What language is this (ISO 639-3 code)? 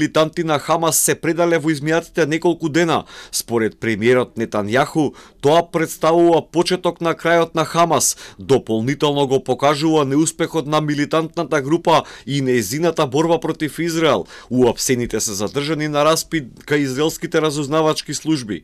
mkd